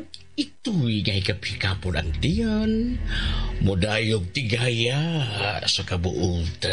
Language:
Cebuano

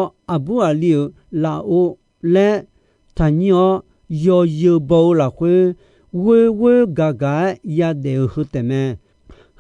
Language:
Akha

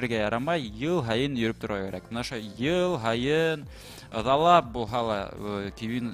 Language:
Bashkir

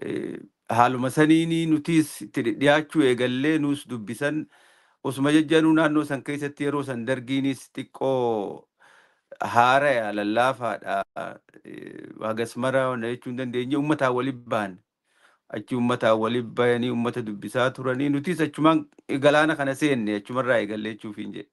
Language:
Oromo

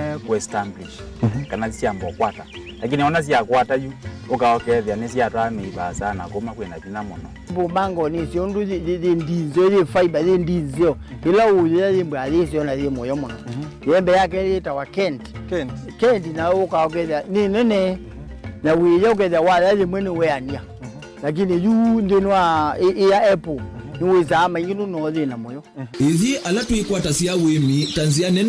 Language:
Kamba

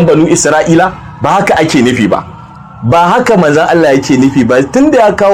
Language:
Hausa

